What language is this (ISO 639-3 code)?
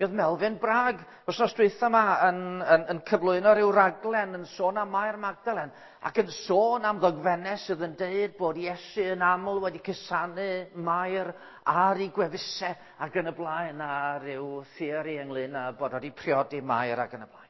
cym